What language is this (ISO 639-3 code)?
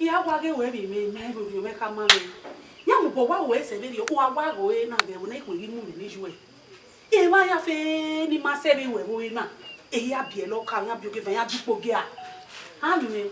bin